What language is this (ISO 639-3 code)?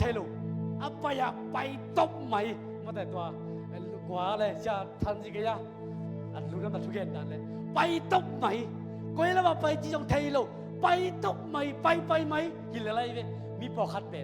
ctd